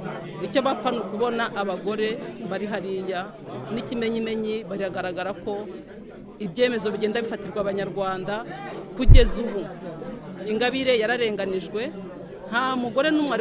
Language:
Kinyarwanda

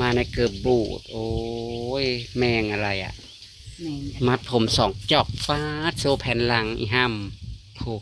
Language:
Northeastern Thai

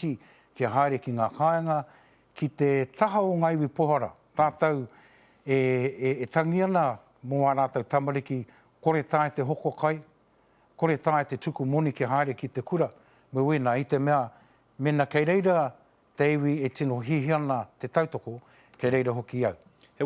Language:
Māori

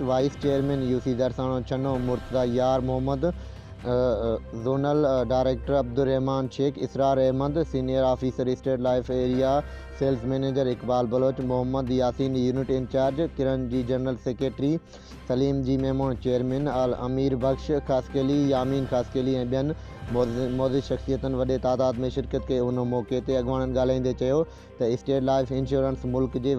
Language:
Sindhi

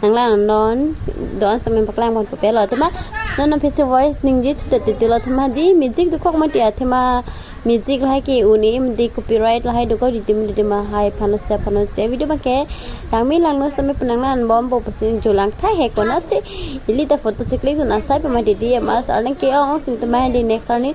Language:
Karbi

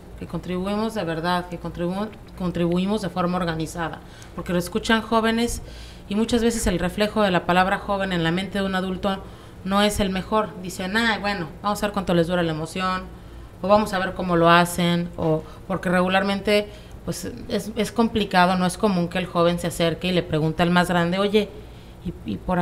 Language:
Spanish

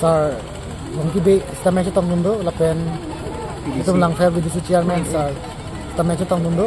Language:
Karbi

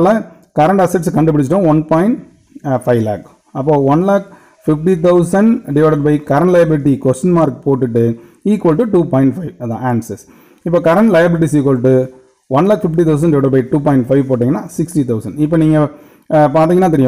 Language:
Tamil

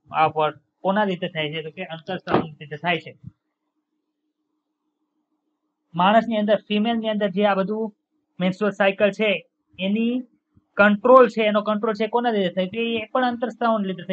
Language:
Gujarati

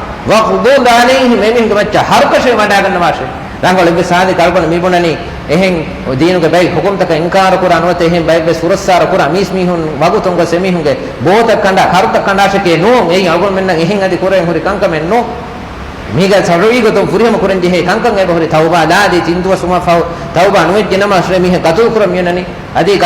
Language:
Divehi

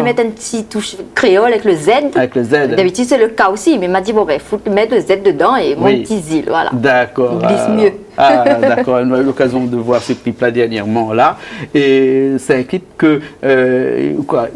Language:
Réunion Creole French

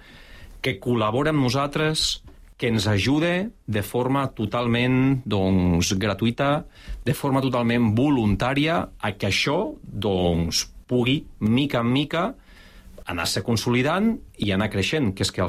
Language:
Catalan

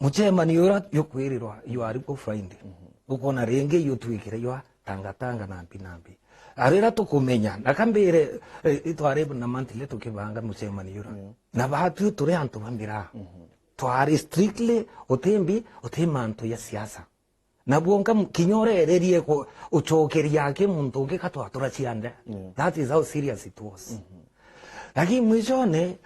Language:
Meru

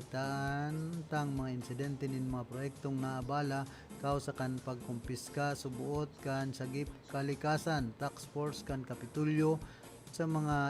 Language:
Bikol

